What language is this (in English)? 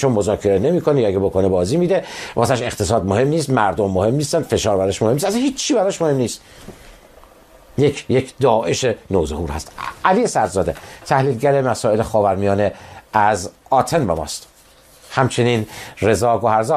Persian